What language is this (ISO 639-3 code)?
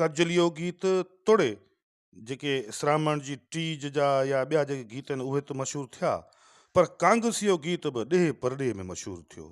snd